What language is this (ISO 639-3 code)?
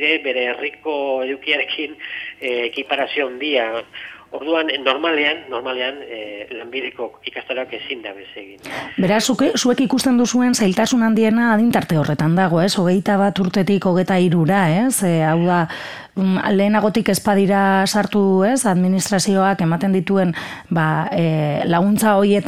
eus